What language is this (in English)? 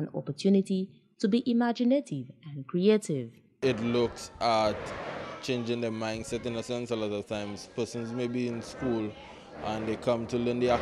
English